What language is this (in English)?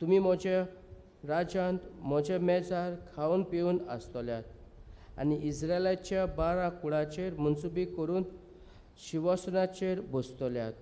Konkani